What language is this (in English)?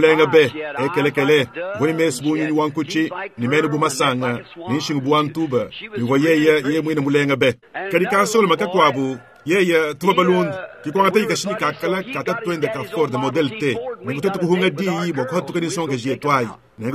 Luba-Lulua